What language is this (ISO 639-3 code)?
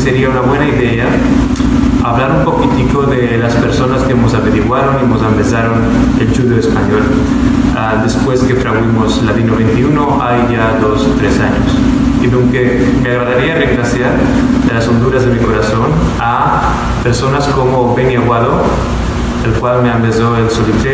lad